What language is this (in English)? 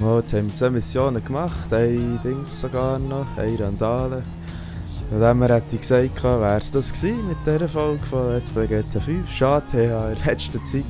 Swiss German